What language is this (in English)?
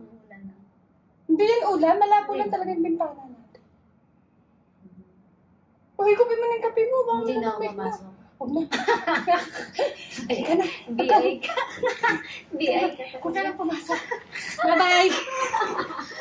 Filipino